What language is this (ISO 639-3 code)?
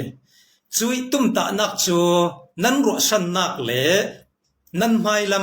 cfm